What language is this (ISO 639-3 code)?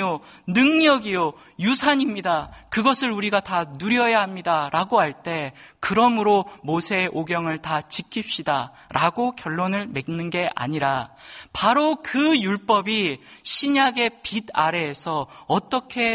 kor